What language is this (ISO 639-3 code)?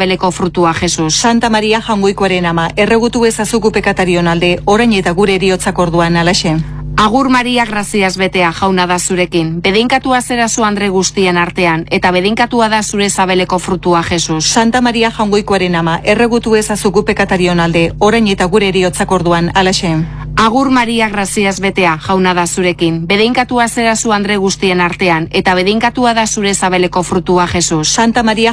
eus